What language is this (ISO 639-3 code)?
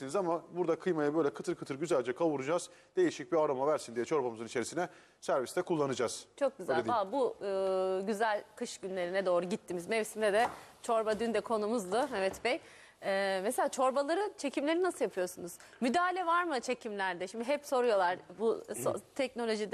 tur